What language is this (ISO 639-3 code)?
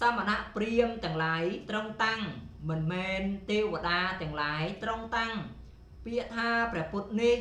khm